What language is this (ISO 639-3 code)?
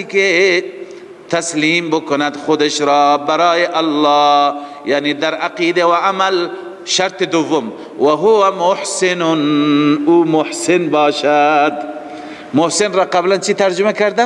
fas